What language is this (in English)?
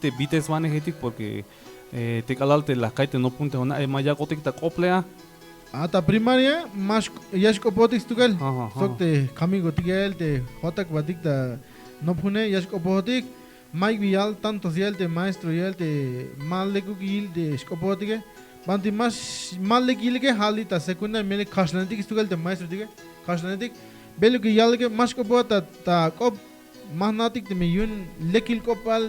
Tzeltal